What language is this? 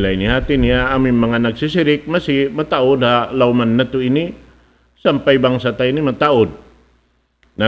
Tausug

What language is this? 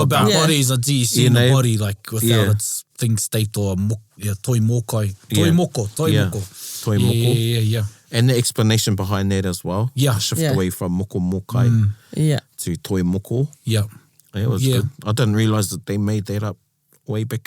Māori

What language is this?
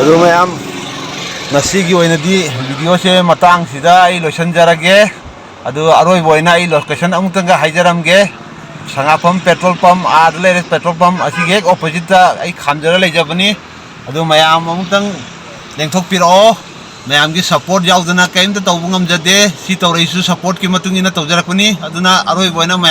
Manipuri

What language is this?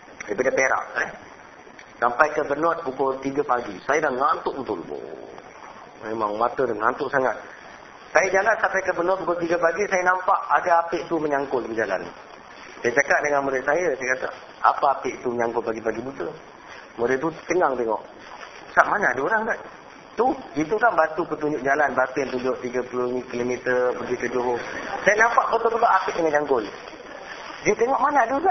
Malay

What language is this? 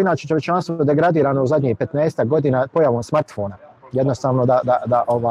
Bosnian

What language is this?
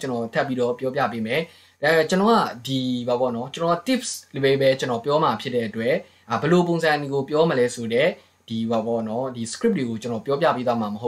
Burmese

